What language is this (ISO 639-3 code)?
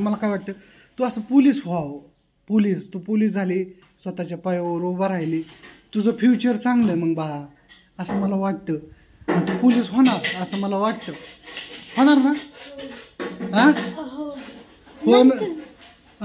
mar